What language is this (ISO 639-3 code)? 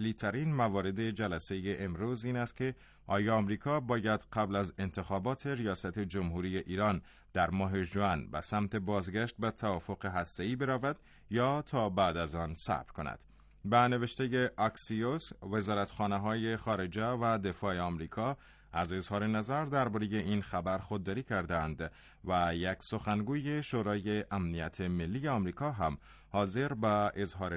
fas